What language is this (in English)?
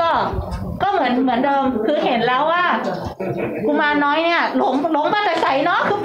Thai